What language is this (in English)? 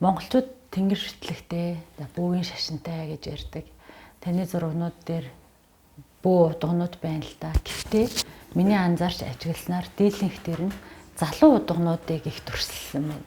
Mongolian